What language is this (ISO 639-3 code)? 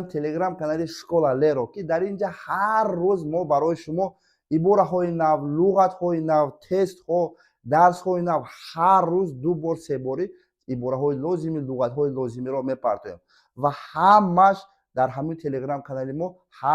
tgk